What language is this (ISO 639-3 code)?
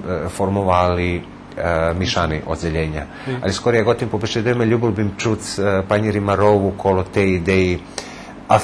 rue